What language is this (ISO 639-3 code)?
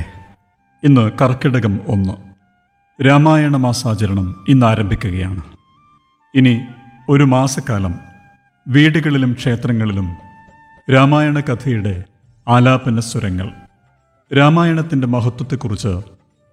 mal